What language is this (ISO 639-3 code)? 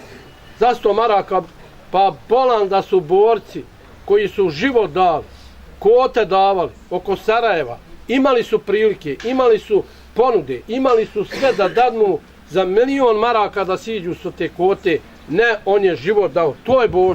bos